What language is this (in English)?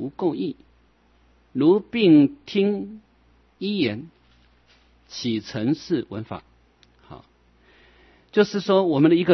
Chinese